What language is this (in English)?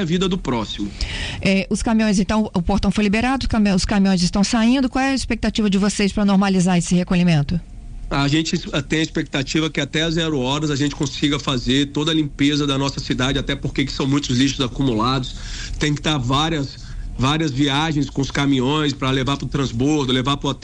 Portuguese